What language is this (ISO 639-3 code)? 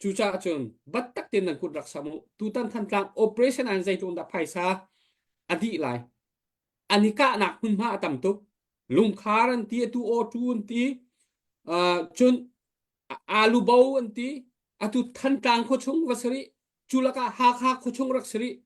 cnh